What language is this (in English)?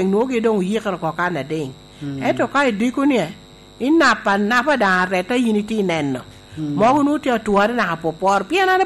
Lango (Uganda)